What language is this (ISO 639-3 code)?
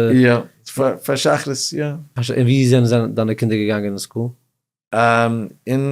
yid